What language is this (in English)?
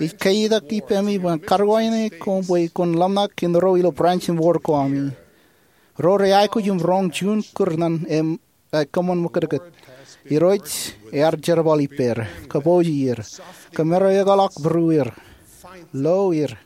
Marshallese